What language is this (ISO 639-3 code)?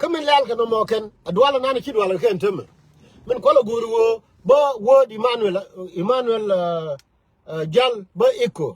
nus